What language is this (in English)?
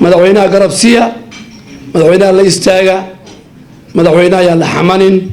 Somali